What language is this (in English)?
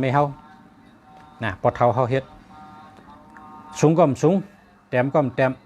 Shan